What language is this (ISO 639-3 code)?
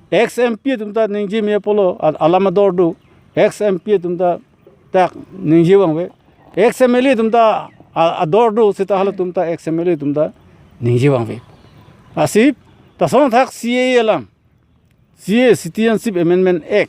mjw